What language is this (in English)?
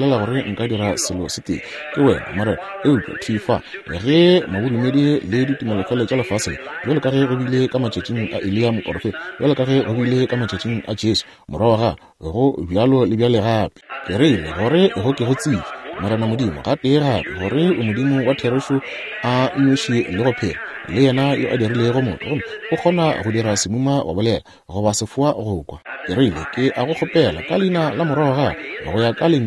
Northern Sotho